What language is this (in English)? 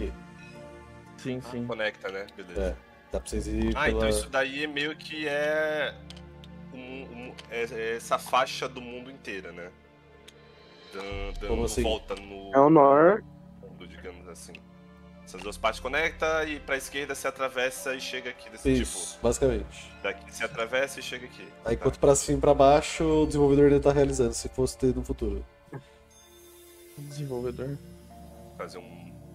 Portuguese